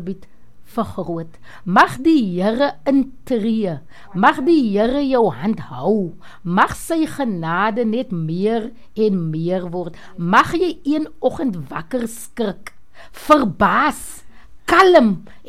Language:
Afrikaans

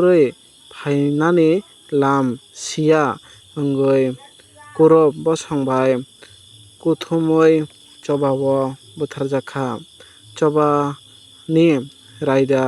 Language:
Kok Borok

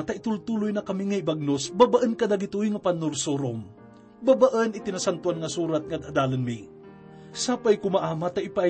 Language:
Iloko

